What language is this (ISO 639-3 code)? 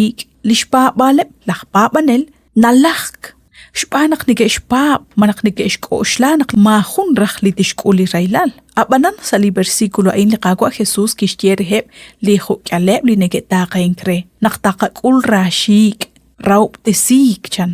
kek